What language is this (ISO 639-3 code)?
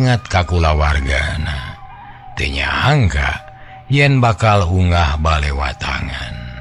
sun